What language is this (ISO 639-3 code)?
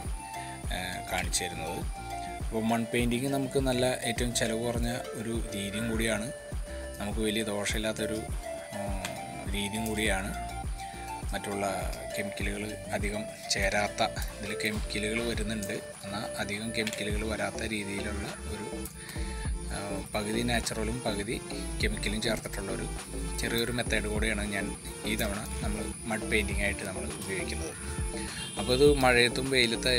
mal